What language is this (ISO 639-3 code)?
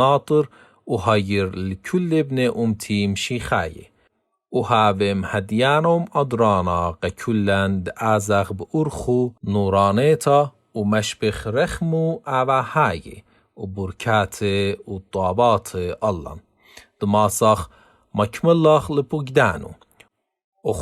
aii